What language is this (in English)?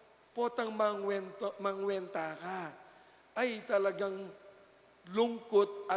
Pampanga